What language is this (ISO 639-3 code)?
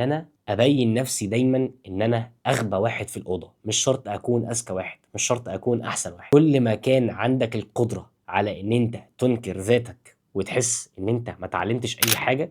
arz